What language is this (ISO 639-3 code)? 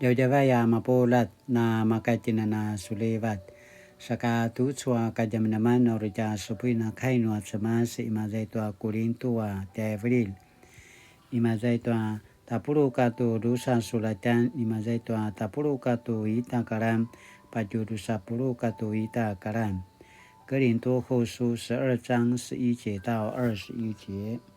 pwn